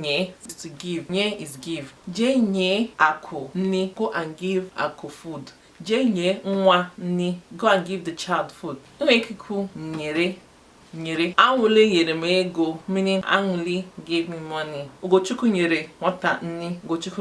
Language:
Igbo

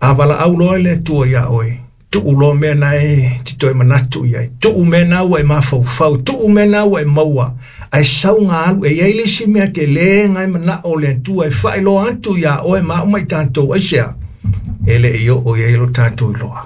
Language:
Samoan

